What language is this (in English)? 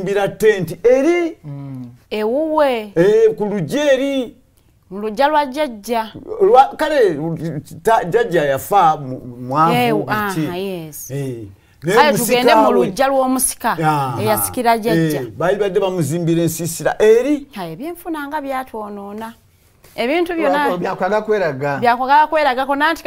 Ganda